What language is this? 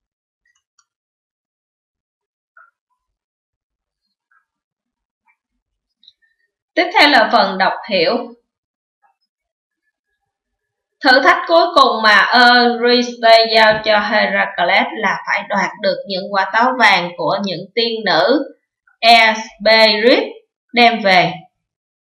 Vietnamese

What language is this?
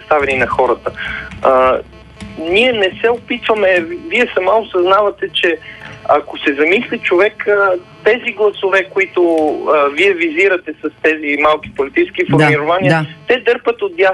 Bulgarian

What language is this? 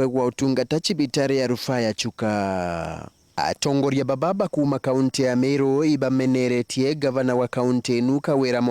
Meru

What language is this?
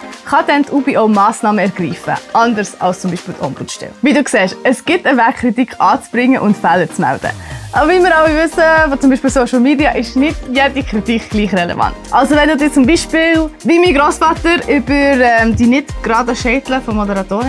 Swiss German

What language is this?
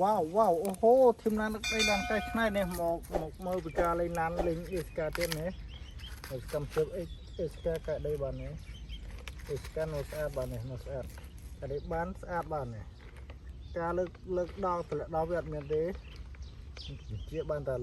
Khmer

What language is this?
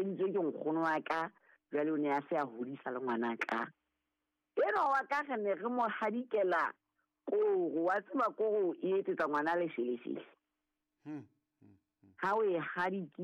Southern Sotho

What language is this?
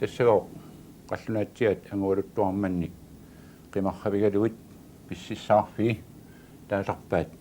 Kalaallisut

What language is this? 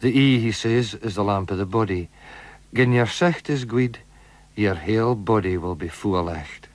Scots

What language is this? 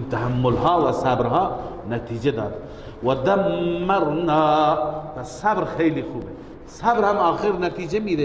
Persian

